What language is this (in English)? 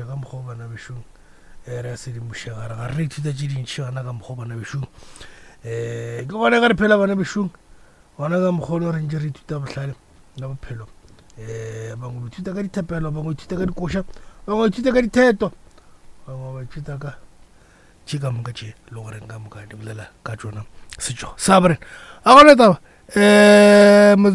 Northern Sotho